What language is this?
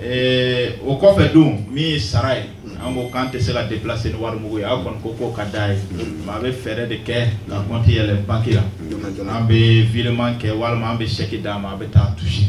Bambara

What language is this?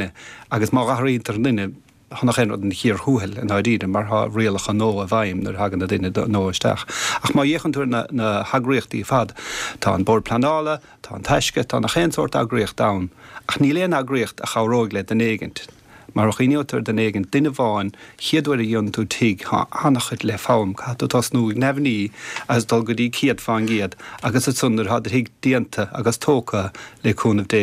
Irish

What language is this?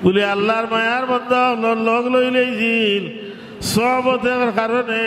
Sylheti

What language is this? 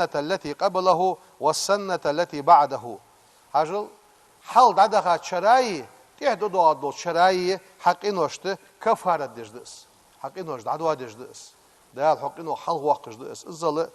Ingush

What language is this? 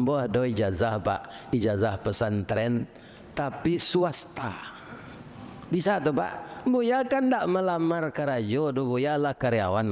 Minangkabau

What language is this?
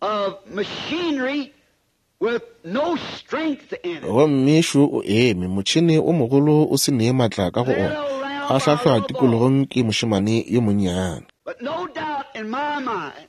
Northern Sotho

